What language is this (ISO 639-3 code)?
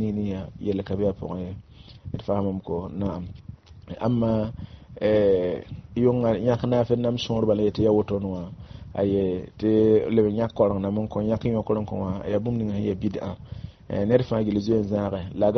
mos